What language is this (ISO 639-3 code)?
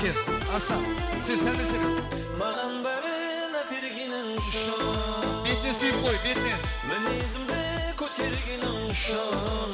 kaa